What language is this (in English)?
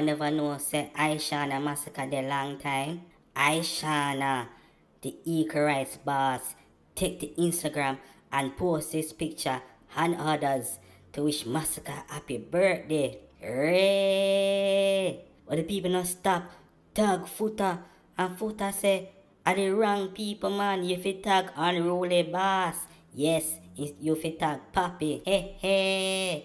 Jamaican Creole English